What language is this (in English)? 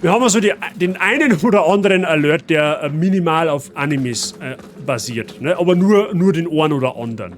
Bavarian